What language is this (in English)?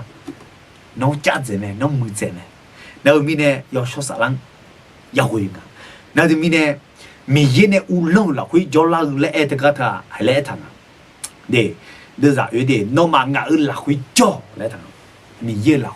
Akha